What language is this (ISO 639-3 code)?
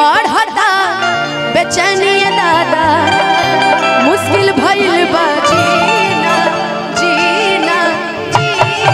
bho